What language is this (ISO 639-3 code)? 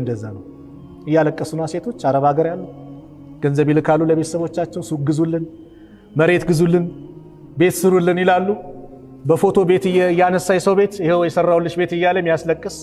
amh